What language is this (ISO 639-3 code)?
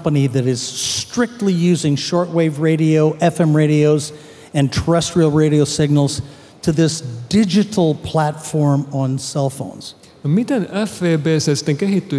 fin